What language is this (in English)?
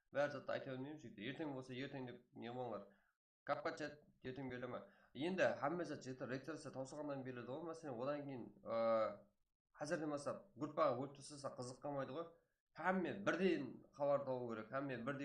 Kara-Kalpak